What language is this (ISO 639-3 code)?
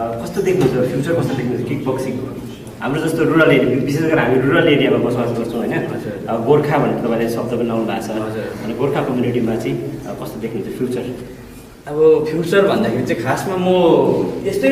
nep